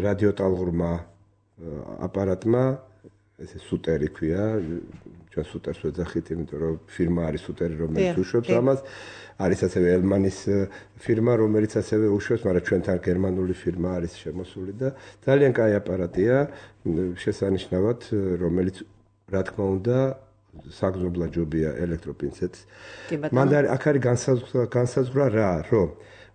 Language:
Georgian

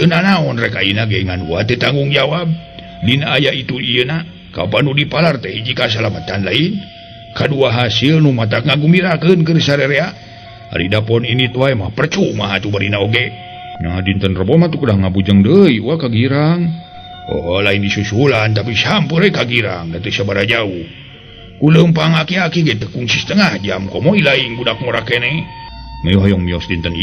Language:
Sundanese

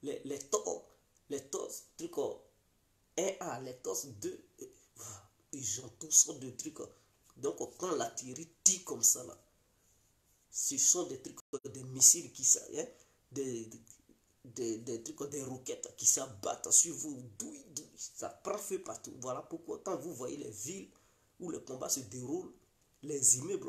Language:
French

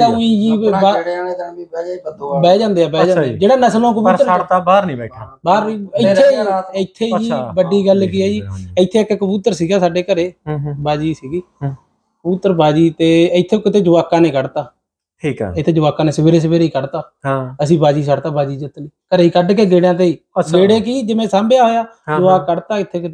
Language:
Punjabi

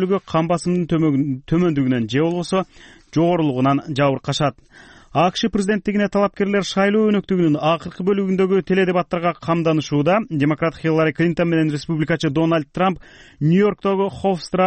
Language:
Kyrgyz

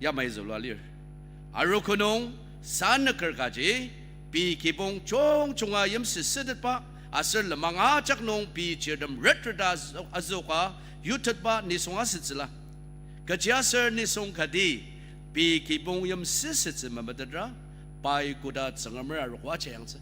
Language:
Ao Naga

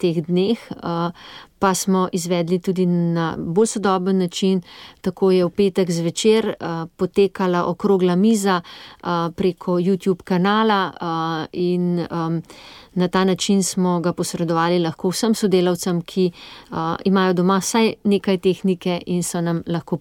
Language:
Slovenian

